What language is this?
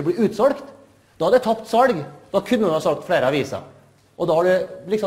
Norwegian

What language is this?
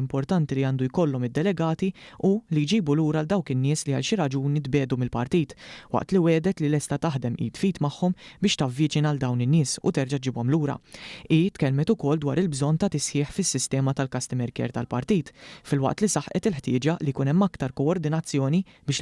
Maltese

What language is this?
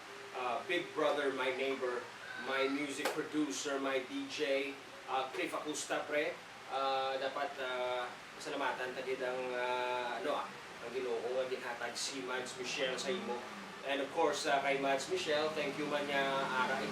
Hiligaynon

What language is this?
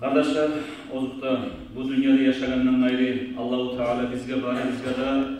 Kumyk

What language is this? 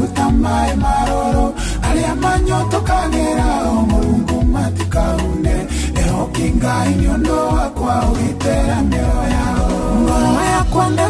Kikuyu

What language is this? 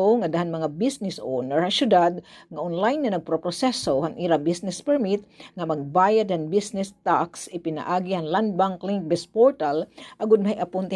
Waray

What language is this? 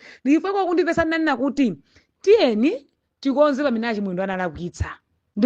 Nyanja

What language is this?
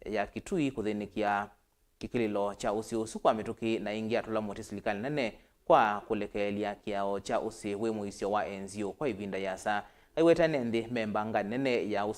Kamba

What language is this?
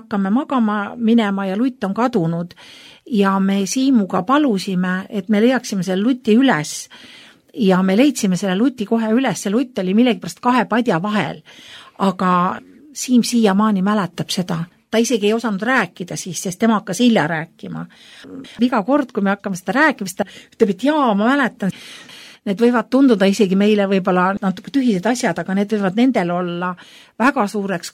Estonian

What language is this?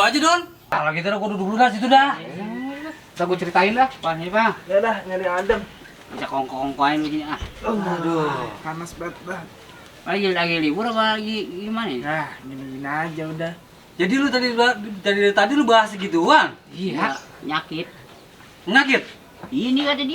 Betawi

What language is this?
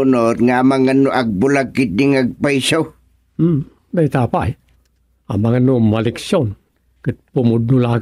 Iloko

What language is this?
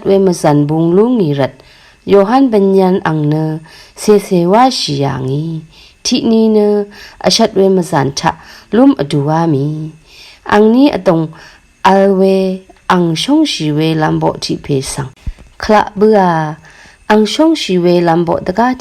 Rawang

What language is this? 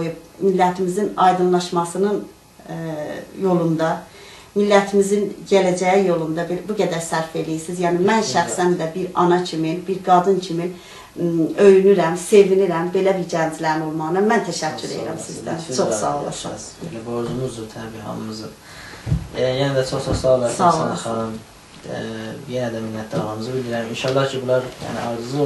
South Azerbaijani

